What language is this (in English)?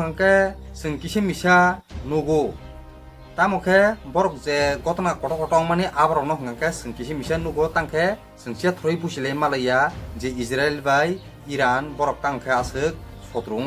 Kok Borok